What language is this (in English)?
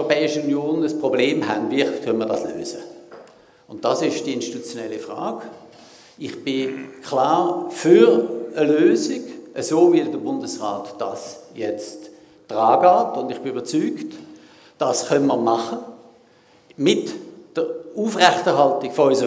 German